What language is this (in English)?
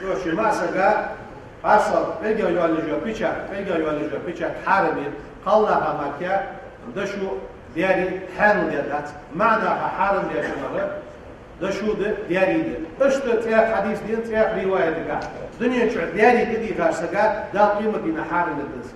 Ingush